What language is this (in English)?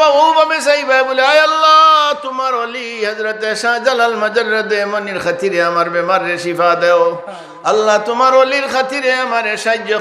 Sylheti